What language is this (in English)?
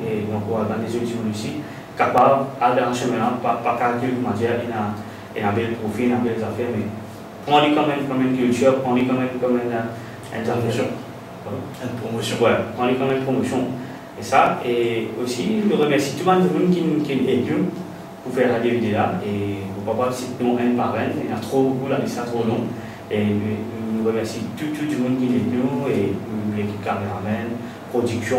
Morisyen